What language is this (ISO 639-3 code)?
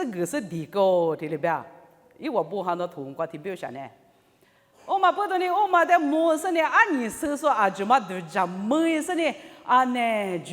lis